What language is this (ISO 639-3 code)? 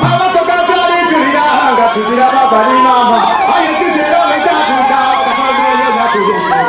xog